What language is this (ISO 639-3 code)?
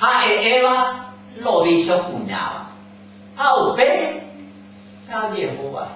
grn